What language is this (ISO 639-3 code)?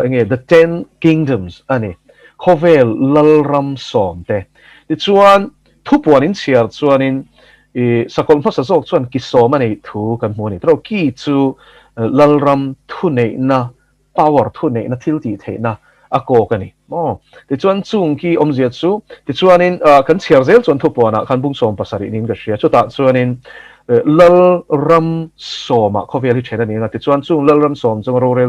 lus